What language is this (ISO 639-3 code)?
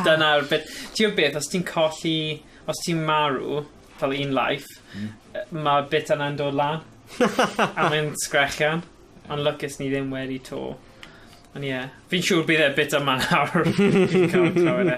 cym